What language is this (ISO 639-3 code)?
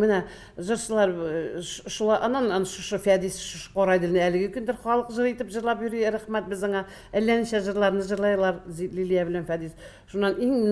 tat